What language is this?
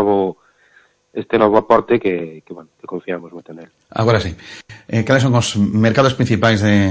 Galician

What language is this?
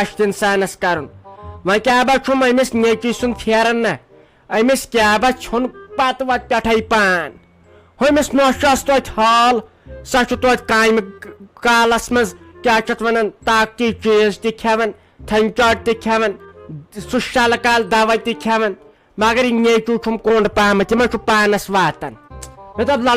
Kashmiri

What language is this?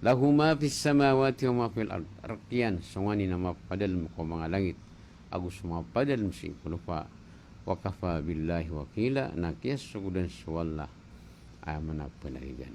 Maranao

